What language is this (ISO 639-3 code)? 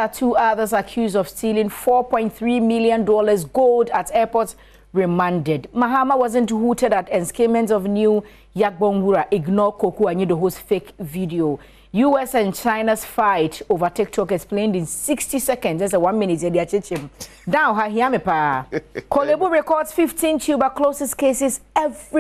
aka